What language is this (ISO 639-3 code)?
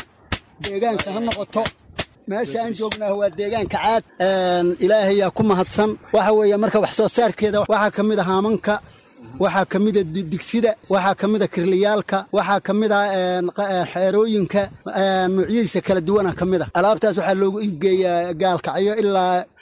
som